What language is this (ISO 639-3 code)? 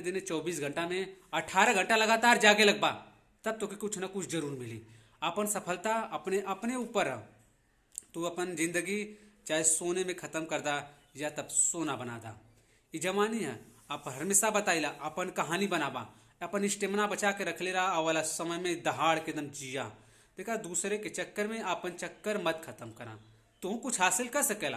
bho